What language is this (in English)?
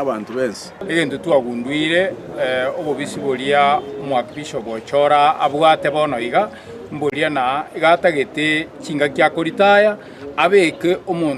Gusii